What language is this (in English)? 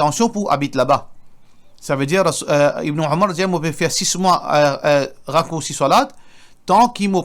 Morisyen